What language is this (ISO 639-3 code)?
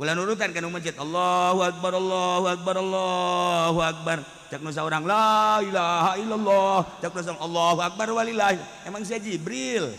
sun